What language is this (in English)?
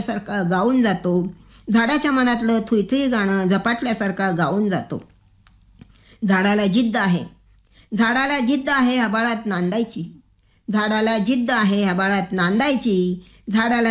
Marathi